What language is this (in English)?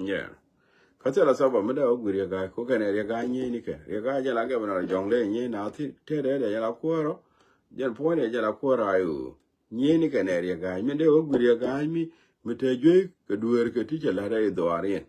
Nuer